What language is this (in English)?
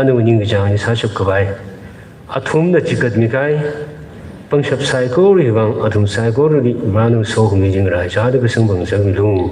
Tangkhul Naga (India)